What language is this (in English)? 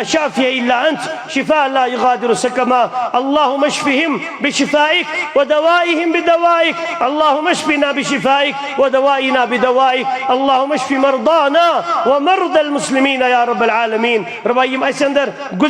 Kashmiri